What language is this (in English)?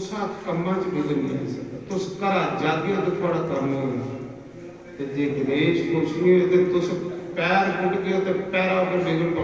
Dogri